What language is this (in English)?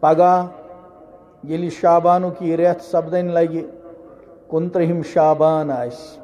Kashmiri